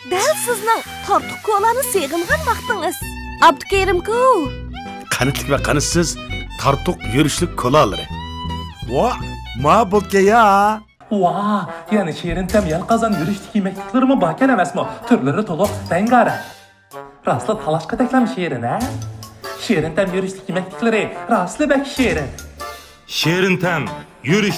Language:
Uyghur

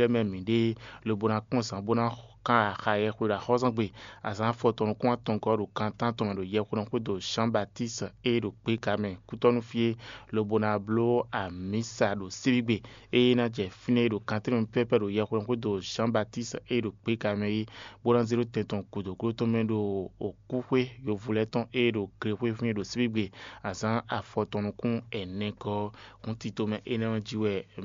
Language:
Fon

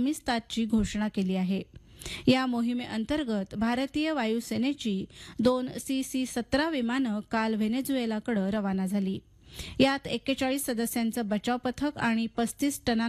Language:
Marathi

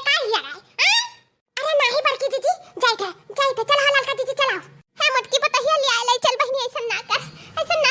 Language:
Awadhi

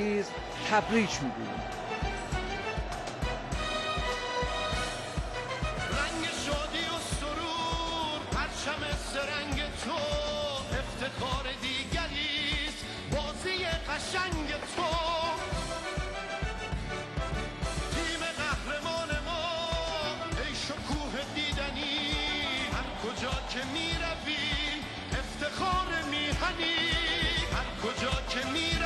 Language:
Persian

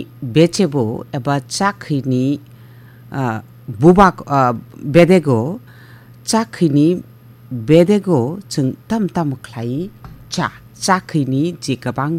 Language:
Kok Borok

